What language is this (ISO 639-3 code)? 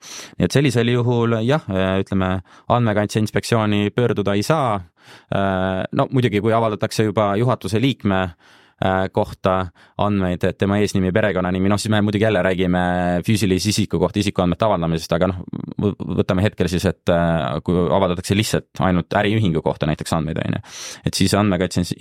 est